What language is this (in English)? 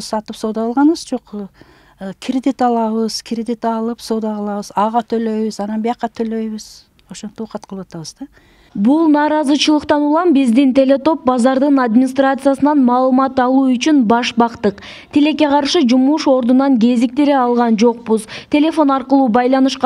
Kyrgyz